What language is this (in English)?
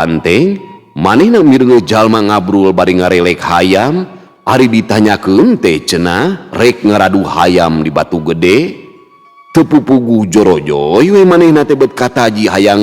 Sundanese